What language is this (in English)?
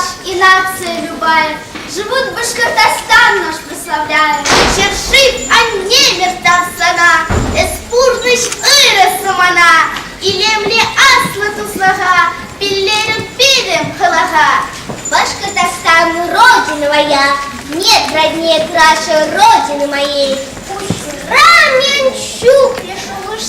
Chuvash